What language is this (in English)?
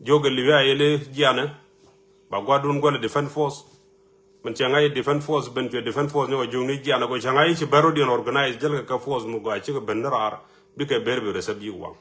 Nuer